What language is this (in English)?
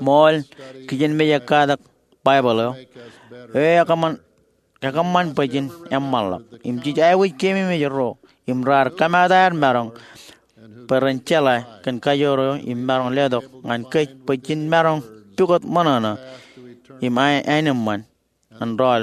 Marshallese